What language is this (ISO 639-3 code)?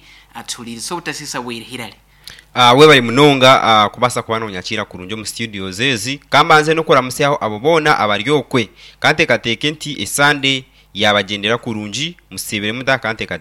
nyo